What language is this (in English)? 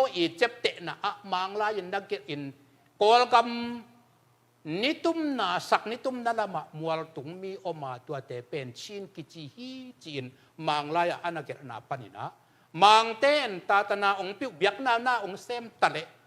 Tedim Chin